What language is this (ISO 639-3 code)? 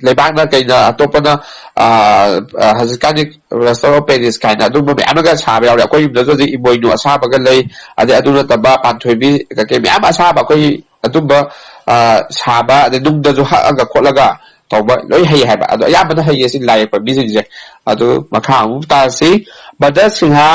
mni